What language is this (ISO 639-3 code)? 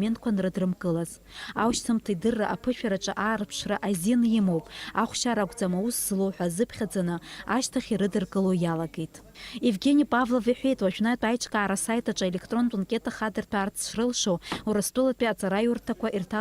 abk